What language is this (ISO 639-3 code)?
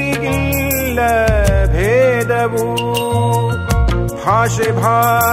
kan